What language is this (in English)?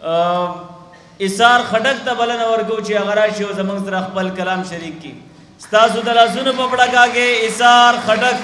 Pashto